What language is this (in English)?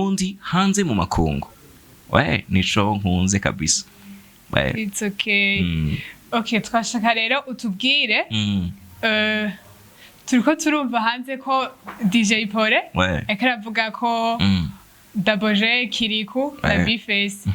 Rundi